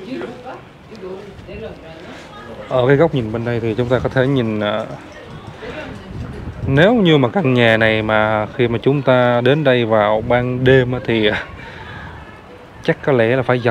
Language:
Vietnamese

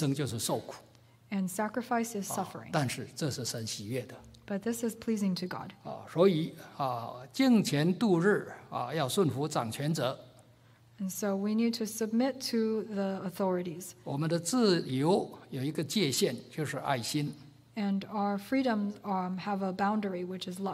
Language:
Chinese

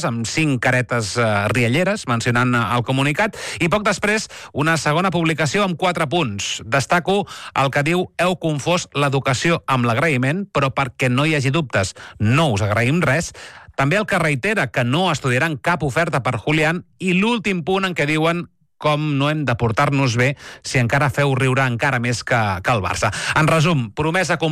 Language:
Catalan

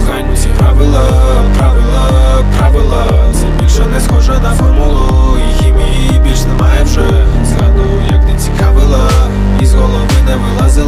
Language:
Ukrainian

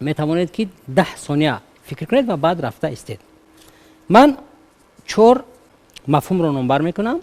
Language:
Tajik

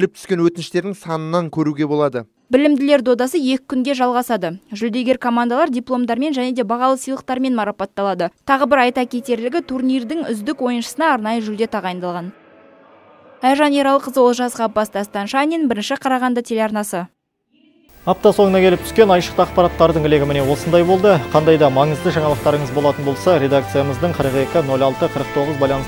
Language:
Kazakh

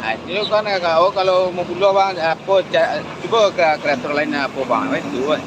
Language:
Minangkabau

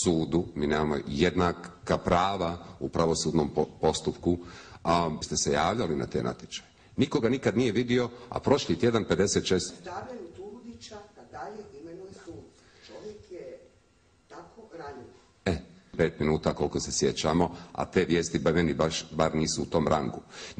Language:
Croatian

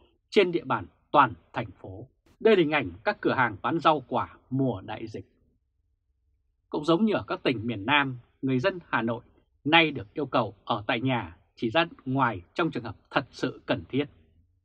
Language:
Vietnamese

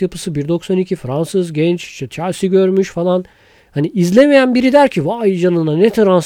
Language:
Turkish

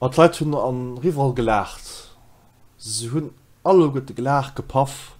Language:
Luxembourgish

